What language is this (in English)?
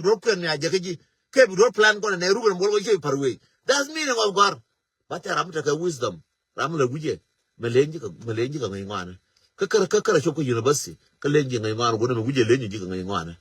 Nuer